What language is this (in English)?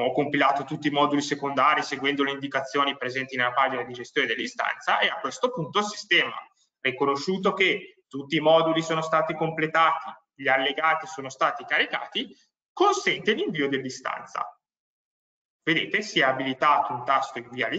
Italian